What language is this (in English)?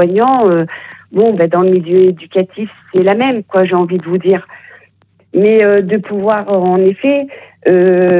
French